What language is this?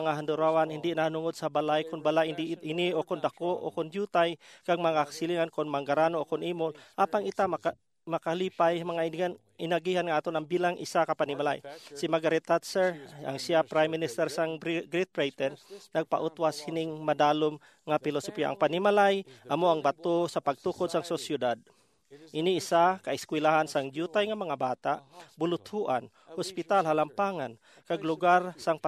Hiligaynon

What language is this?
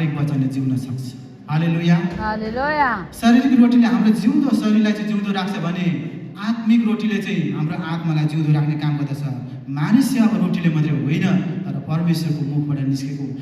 Nepali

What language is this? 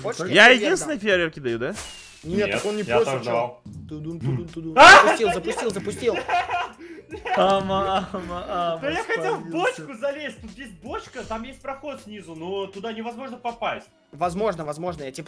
Russian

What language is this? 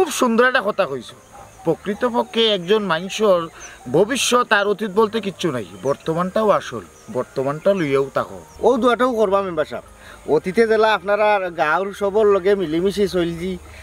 Sylheti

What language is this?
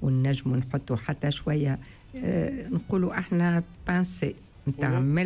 Tunisian Arabic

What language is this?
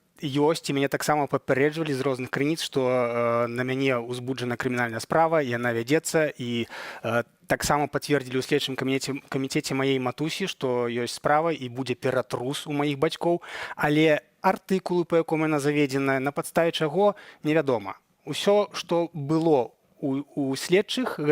Belarusian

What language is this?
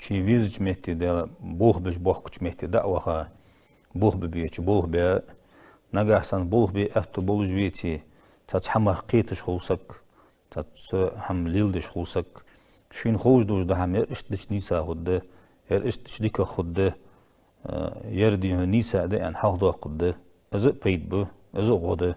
Ingush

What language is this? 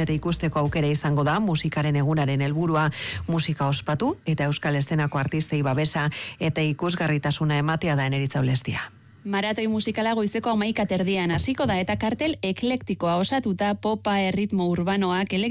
Basque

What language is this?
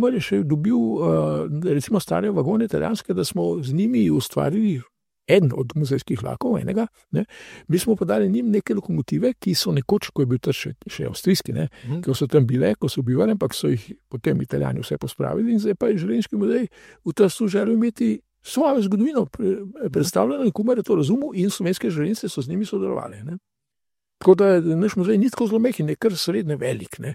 Slovenian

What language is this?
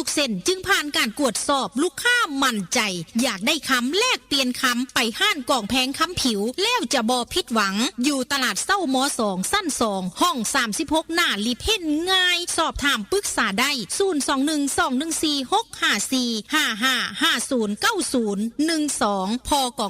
Northeastern Thai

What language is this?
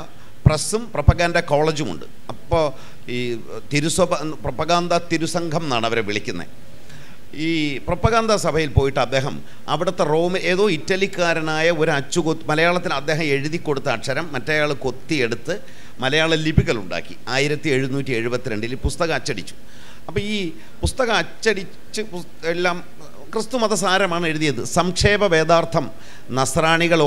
Malayalam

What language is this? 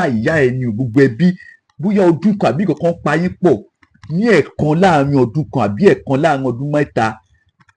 Yoruba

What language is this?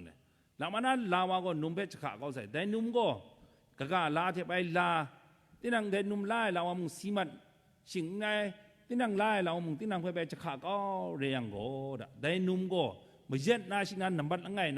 Kachin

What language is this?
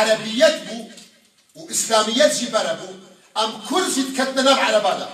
Kurdish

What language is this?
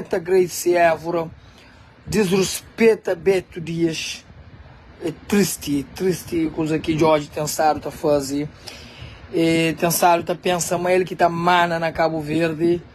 Kabuverdianu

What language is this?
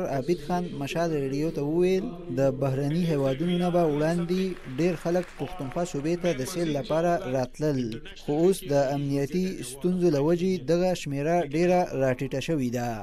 Pashto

